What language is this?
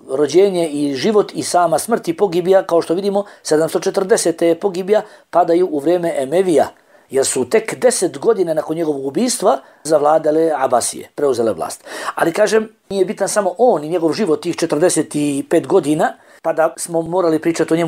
Bosnian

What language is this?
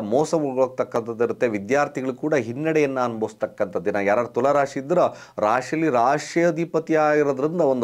Kannada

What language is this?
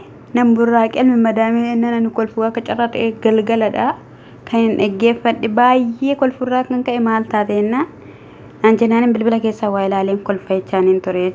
Oromo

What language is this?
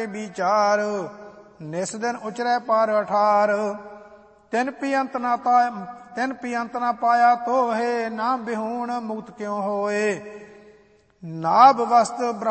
Punjabi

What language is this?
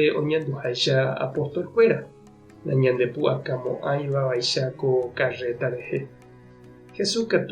Guarani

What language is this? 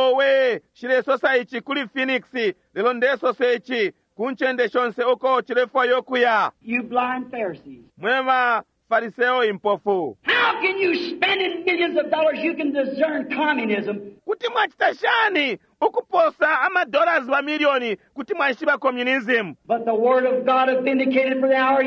Bemba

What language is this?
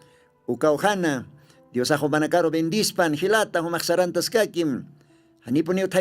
Aymara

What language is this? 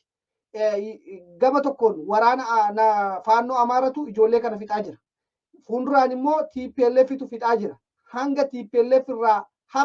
Oromo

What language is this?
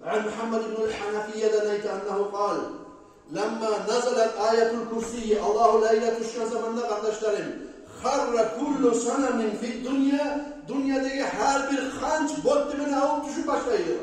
Kumyk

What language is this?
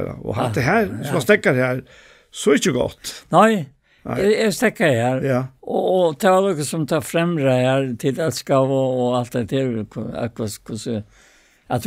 Faroese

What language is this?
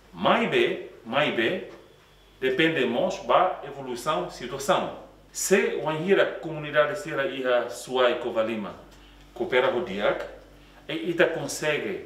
Tetum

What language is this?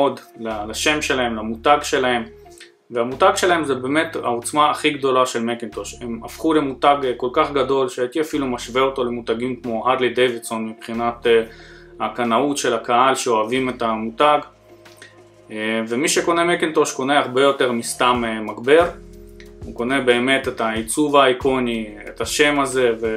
Hebrew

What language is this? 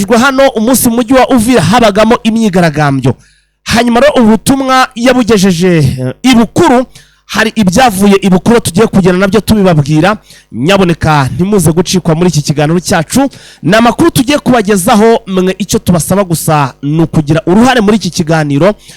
Kinyarwanda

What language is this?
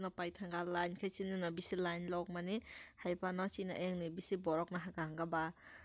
Kok Borok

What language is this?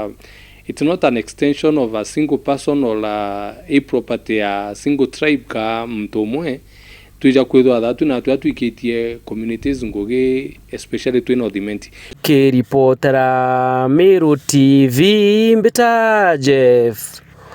Meru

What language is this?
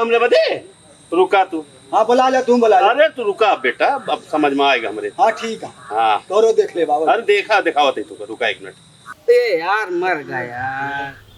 Awadhi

